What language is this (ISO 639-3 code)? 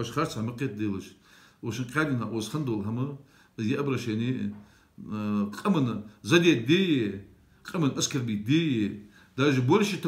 inh